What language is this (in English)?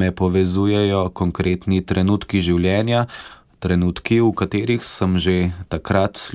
Slovenian